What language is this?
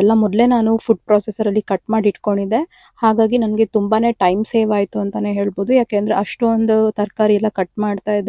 Kannada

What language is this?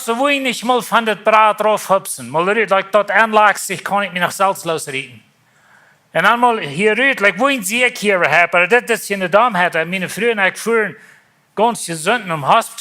Plautdietsch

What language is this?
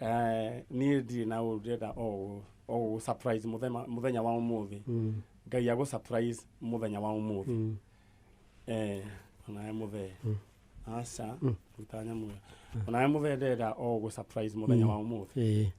Kikuyu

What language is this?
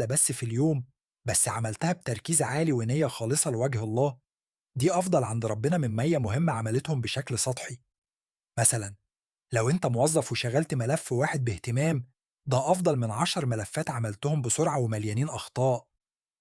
Egyptian Arabic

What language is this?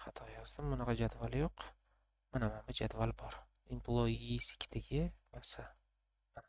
Uzbek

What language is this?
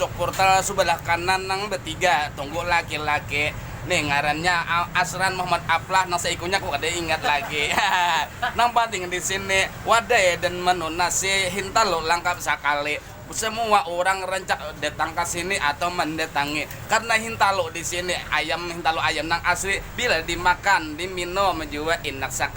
Banjar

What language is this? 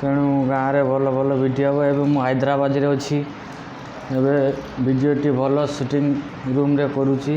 Odia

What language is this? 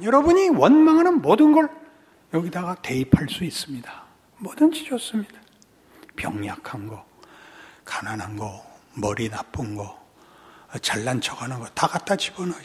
Korean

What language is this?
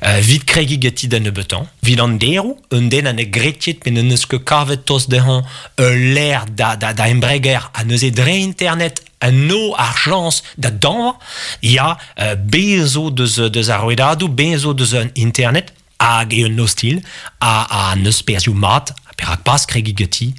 Breton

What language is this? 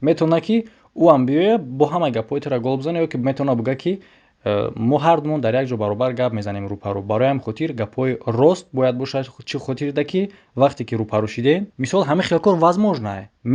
Tajik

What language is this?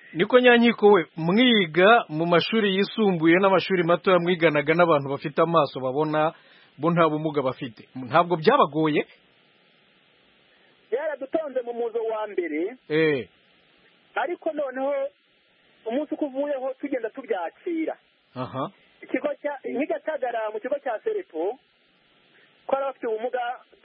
Kinyarwanda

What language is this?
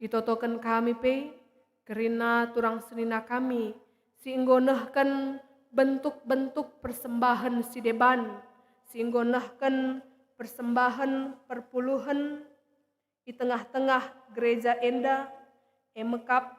Batak Karo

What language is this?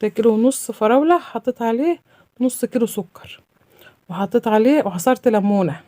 Egyptian Arabic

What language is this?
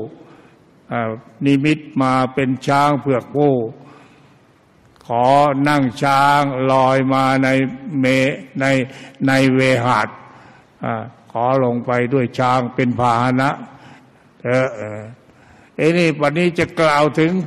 Thai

